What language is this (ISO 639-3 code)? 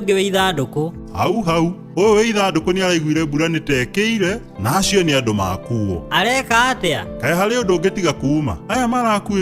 kik